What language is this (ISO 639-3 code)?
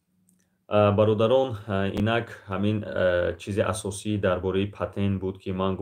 tgk